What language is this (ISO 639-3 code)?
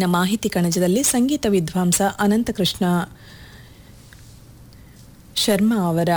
kan